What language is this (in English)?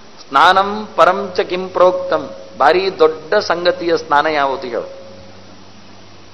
Kannada